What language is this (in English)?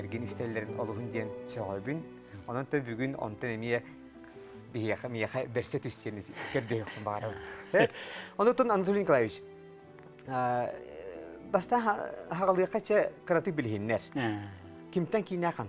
Yakut